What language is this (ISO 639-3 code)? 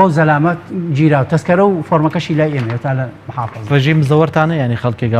ckb